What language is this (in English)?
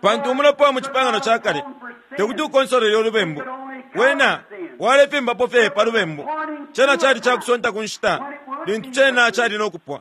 Bemba